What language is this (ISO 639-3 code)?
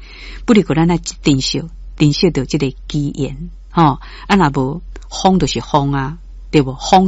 nan